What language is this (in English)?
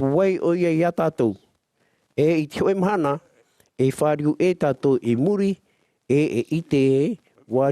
Tahitian